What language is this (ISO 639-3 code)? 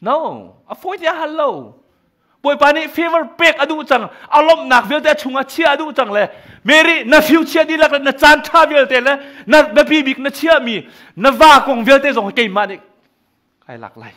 cnh